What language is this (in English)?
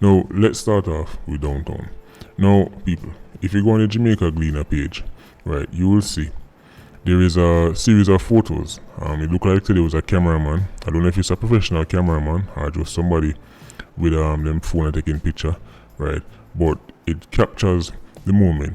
Jamaican Creole English